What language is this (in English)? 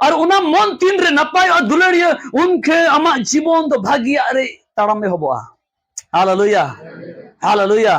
Santali